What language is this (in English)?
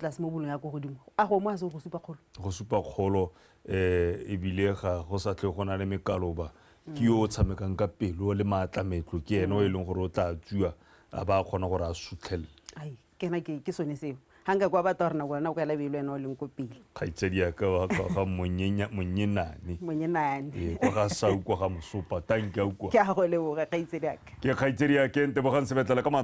Tswana